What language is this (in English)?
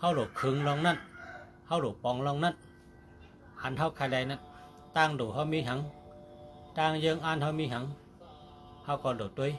Shan